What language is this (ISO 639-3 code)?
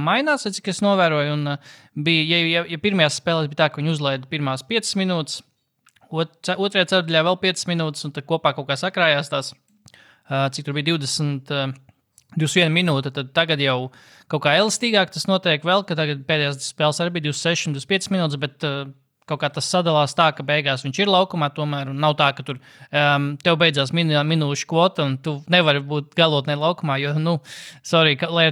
lav